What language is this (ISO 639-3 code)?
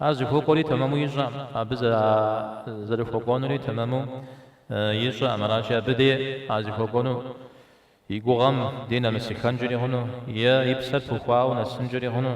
kbd